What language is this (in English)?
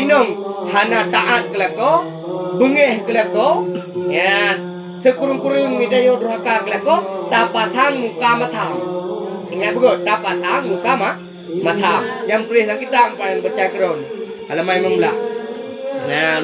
Achinese